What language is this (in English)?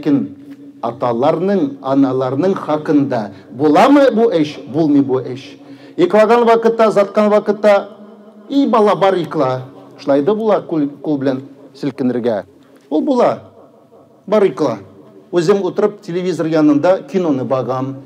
Tatar